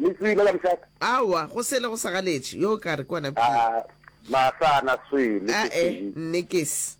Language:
Northern Sotho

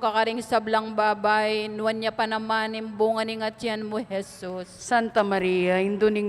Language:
Pampanga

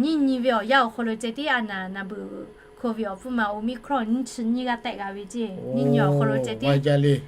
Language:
Lahu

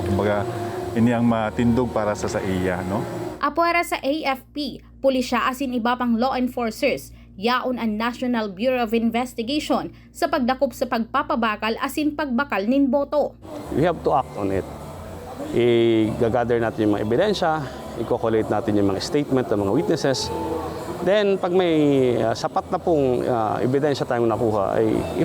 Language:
Bikol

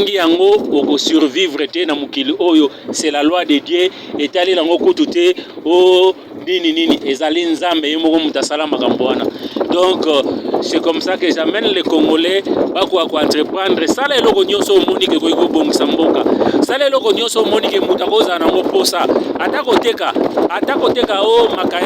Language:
Lingala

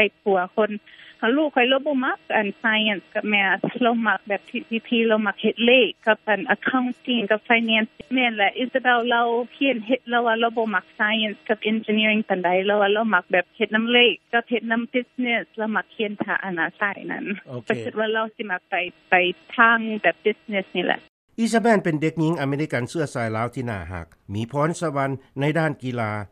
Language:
Lao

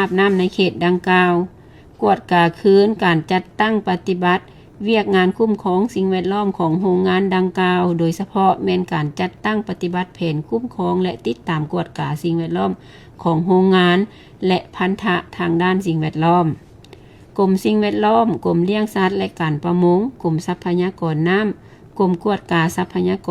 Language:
Lao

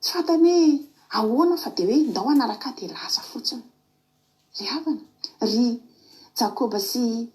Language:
Malagasy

